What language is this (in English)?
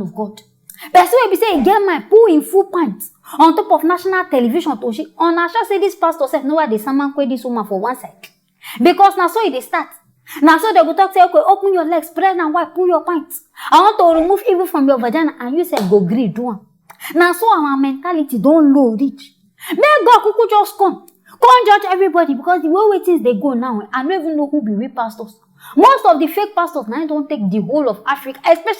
Nigerian Pidgin